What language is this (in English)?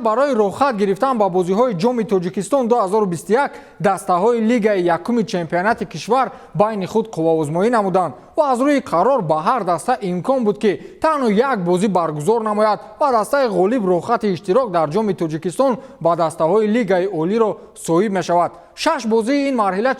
Tajik